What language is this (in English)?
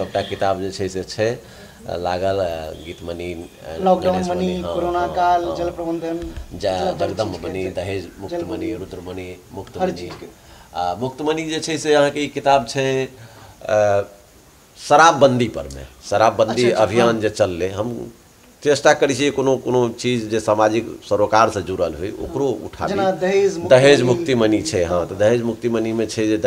Maithili